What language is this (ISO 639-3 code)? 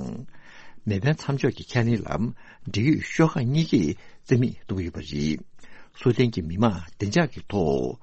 bod